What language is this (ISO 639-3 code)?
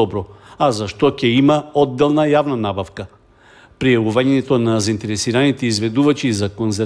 mkd